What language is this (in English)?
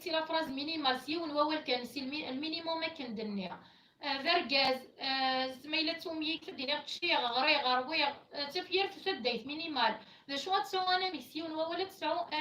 Kabyle